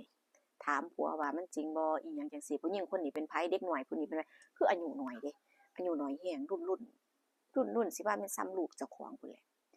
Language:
Northeastern Thai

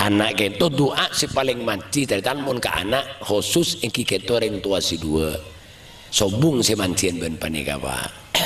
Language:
Madurese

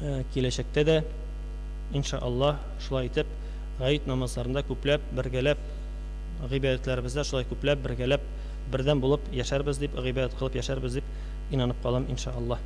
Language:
Tatar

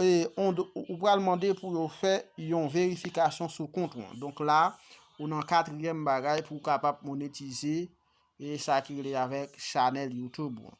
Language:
Haitian Creole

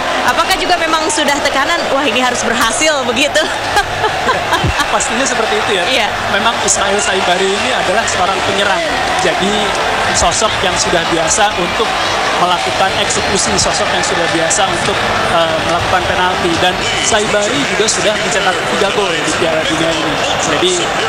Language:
Indonesian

